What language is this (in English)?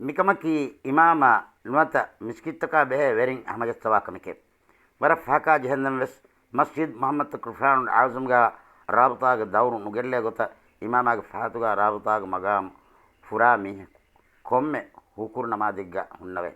Divehi